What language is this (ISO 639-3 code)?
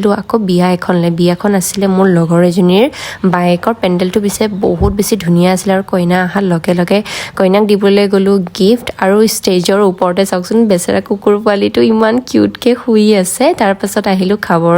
asm